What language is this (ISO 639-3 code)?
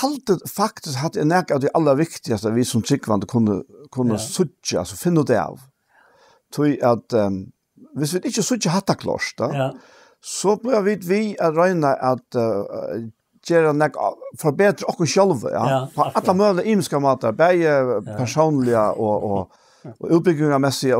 fao